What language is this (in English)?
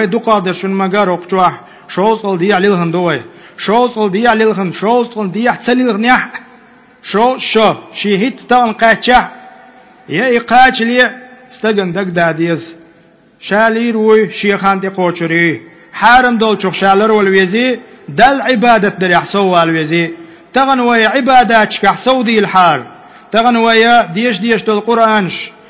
Chechen